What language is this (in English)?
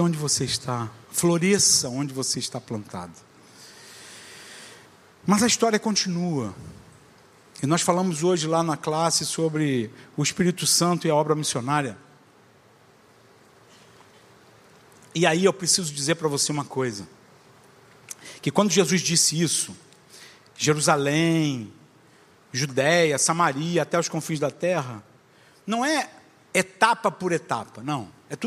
Portuguese